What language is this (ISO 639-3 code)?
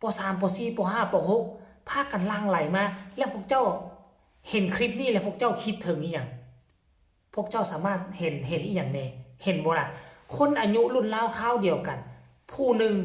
tts